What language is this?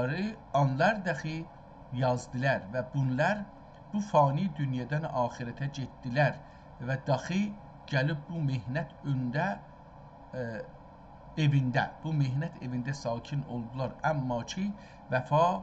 South Azerbaijani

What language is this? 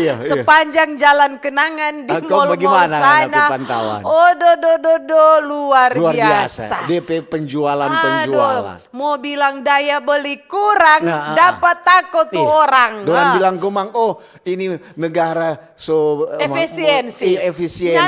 Manado Malay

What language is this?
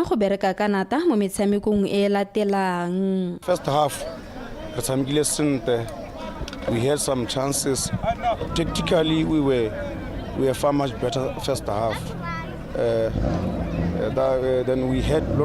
Tswana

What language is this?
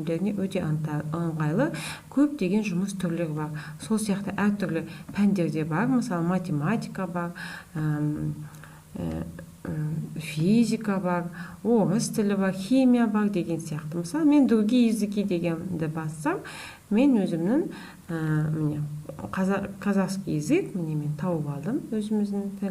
Kazakh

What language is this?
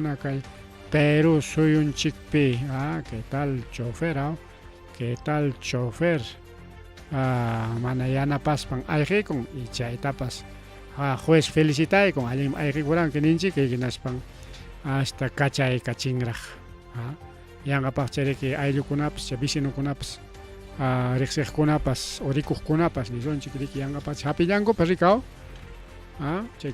Ayacucho Quechua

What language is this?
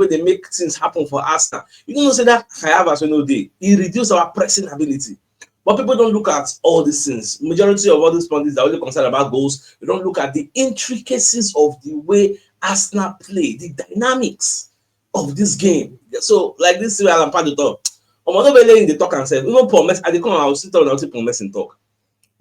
Nigerian Pidgin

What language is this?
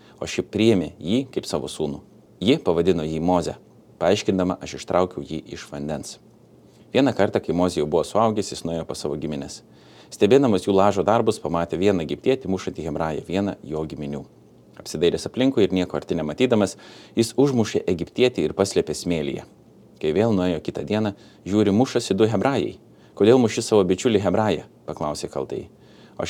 Lithuanian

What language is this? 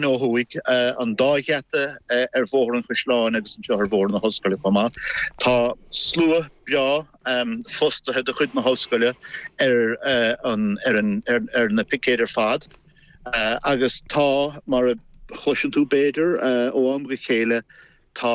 Irish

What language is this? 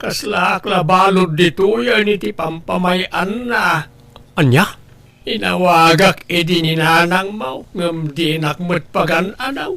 Iloko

